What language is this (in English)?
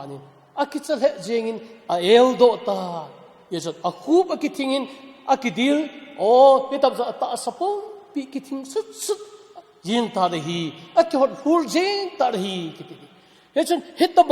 Thado Chin